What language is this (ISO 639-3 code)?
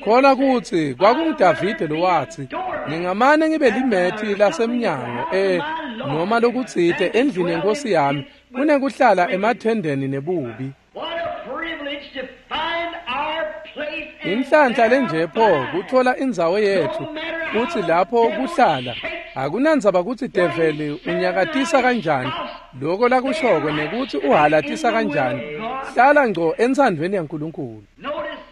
ssw